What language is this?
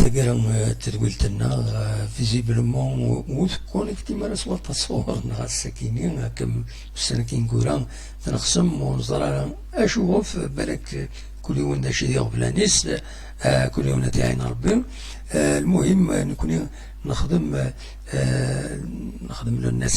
Kabyle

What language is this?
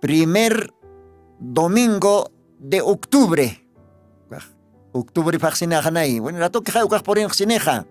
Aymara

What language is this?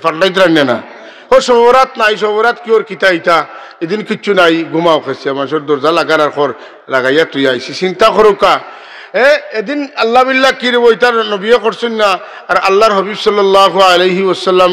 Sylheti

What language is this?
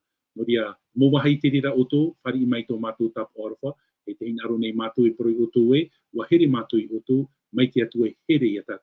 Tahitian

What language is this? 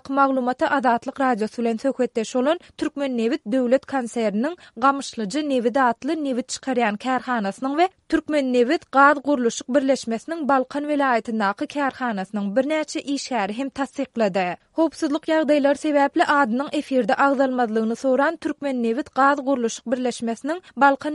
Turkmen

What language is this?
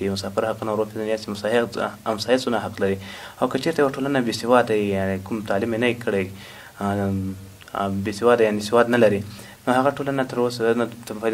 Pashto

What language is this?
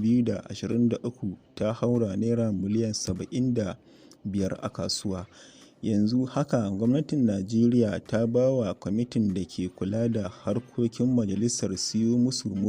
Hausa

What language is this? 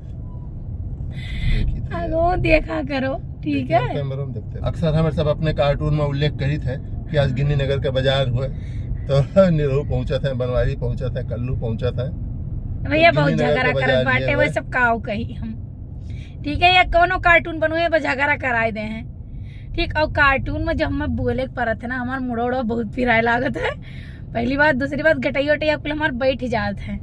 Awadhi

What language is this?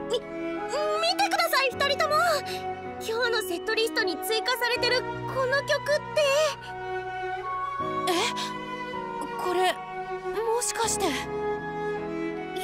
Japanese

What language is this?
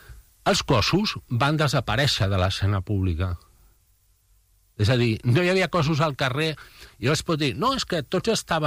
Catalan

